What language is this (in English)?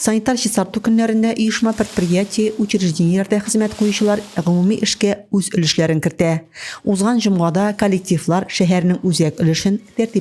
Tatar